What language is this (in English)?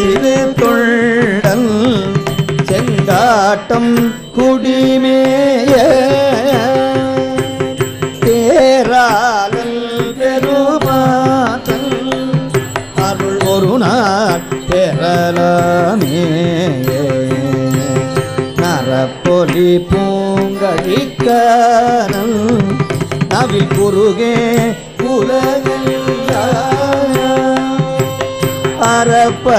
Tamil